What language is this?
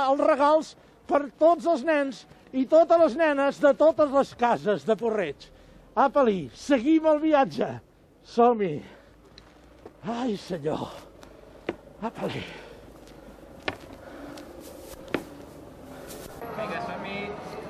Catalan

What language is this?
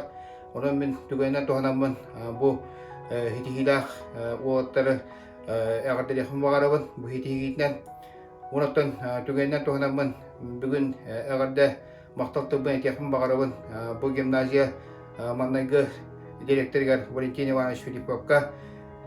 Yakut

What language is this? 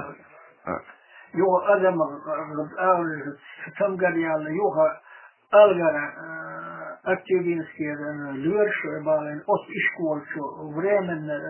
Chechen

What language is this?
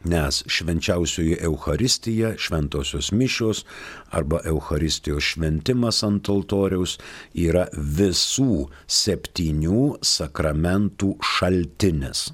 Lithuanian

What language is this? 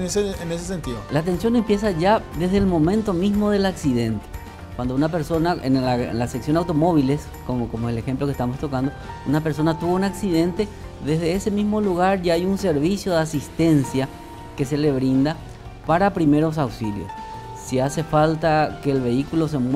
Spanish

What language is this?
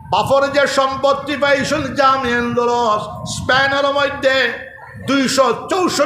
Sylheti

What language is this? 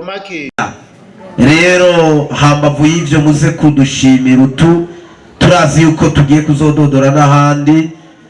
Rundi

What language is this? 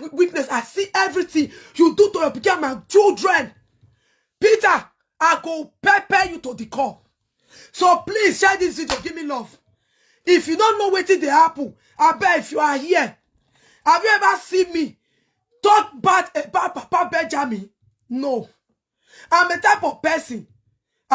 Nigerian Pidgin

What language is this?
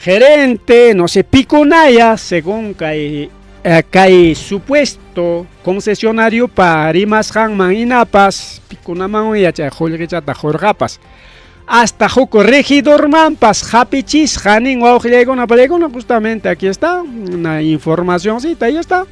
Ayacucho Quechua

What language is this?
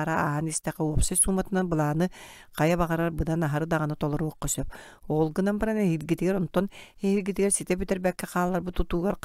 Yakut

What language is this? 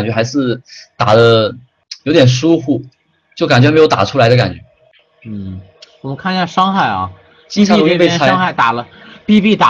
Chinese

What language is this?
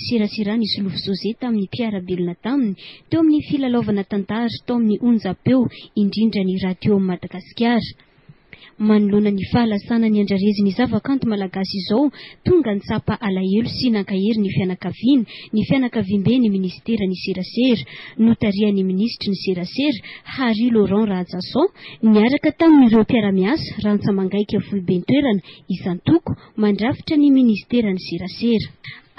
Malagasy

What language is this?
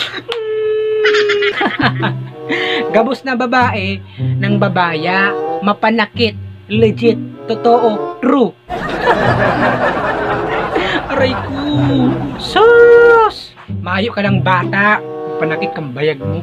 Bikol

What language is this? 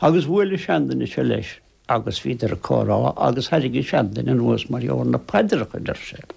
Irish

